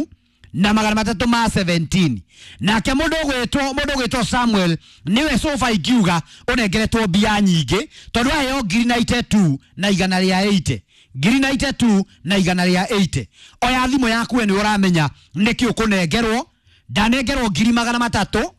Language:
Kikuyu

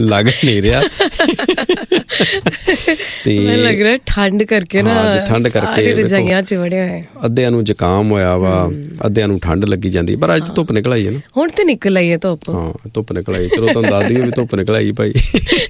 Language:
Punjabi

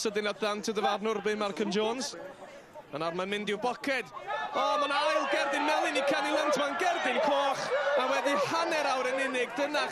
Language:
Welsh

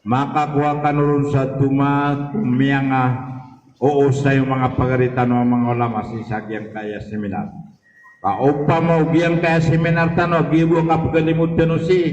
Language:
Maranao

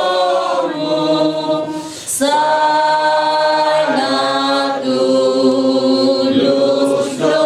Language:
Batak Toba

